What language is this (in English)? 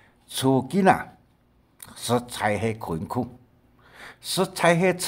Hakka Chinese